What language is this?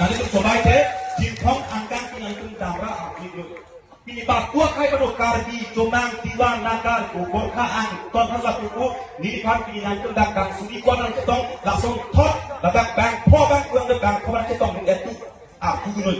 Karbi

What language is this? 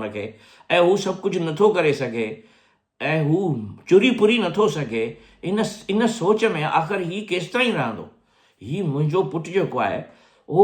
Sindhi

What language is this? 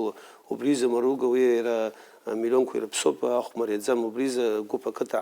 Abkhazian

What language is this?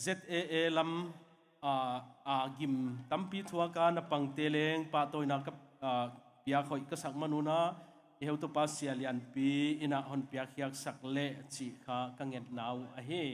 Tedim Chin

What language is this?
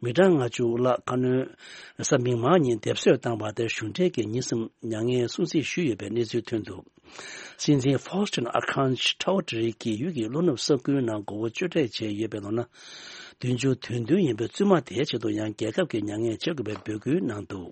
Tibetan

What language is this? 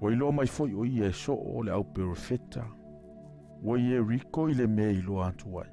Samoan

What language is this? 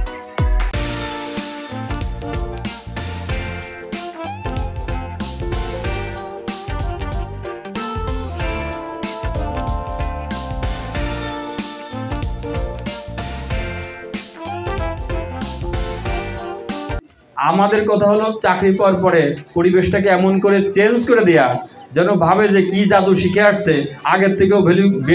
Bangla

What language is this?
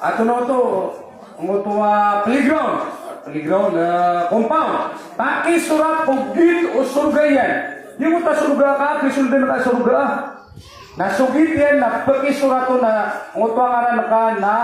Maranao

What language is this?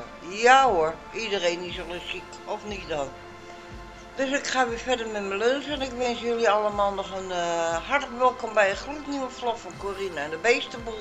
Dutch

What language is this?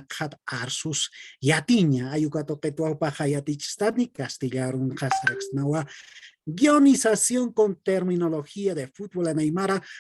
Aymara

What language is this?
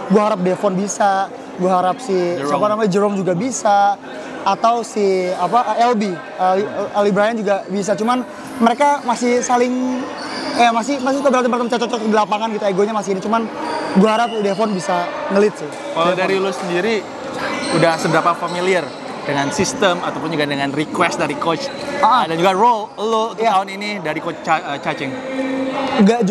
Indonesian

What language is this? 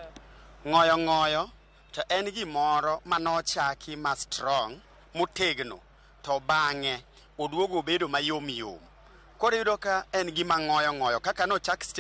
Luo (Kenya and Tanzania)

